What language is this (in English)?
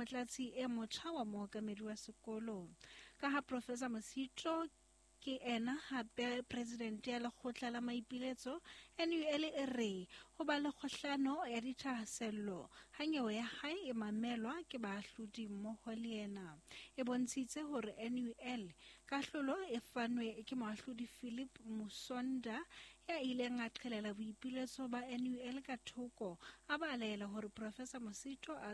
Southern Sotho